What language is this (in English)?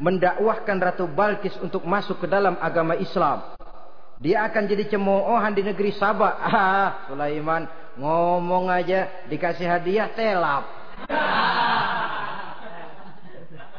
Indonesian